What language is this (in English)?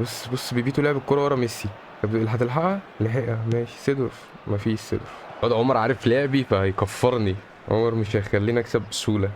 Egyptian Arabic